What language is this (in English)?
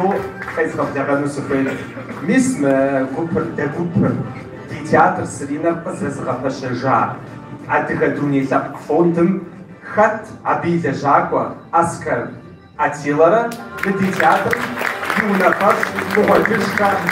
Kabardian